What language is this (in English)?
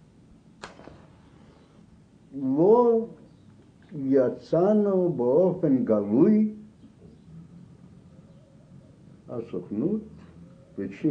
Hebrew